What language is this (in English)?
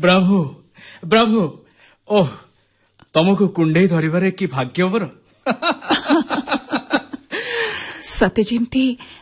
Odia